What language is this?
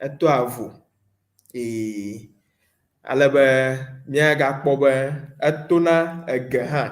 Ewe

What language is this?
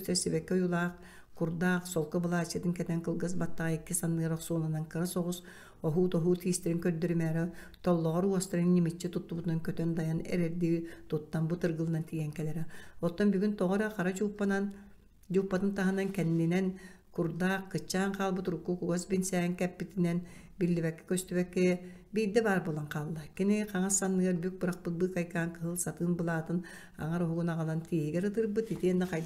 Yakut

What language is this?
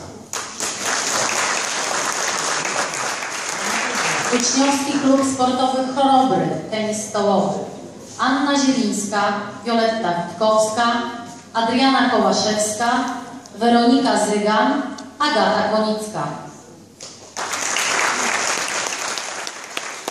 Polish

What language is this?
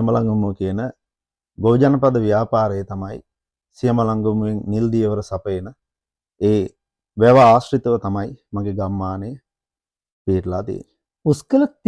Sinhala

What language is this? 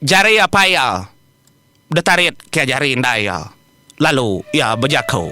Iban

